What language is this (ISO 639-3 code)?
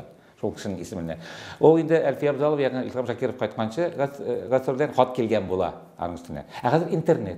tat